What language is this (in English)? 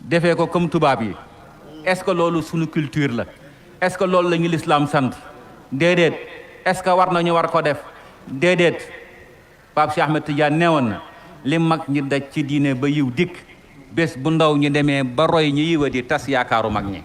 Wolof